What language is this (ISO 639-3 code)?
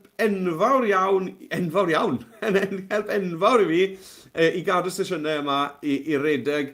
cym